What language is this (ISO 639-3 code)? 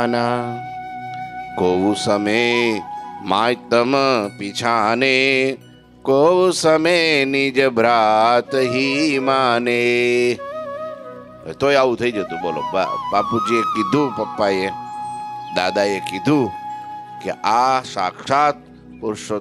guj